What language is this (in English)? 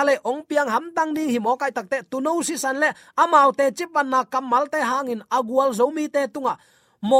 Tedim Chin